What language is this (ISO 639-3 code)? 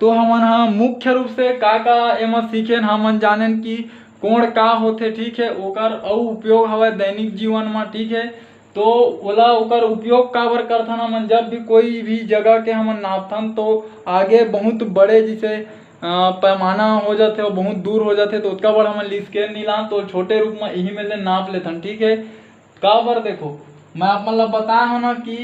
hne